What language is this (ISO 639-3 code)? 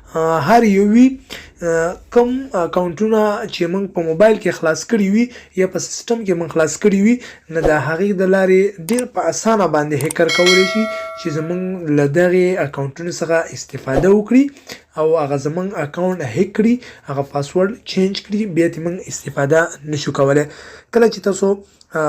pus